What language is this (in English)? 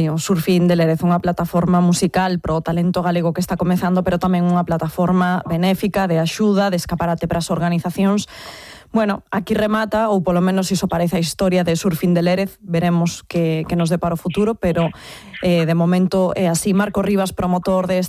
Galician